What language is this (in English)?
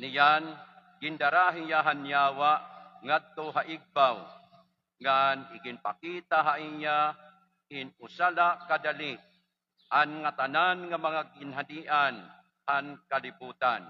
Waray